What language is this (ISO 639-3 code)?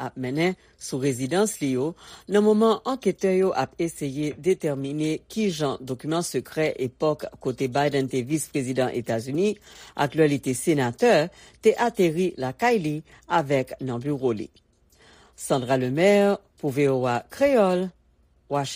hat